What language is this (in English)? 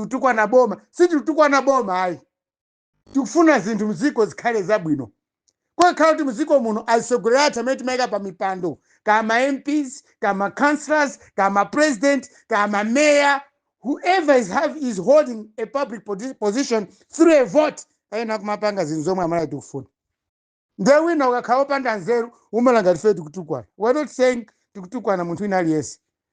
Nyanja